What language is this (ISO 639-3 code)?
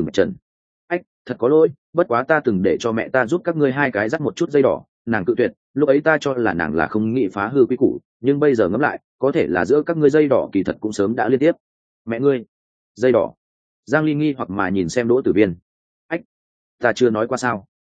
vie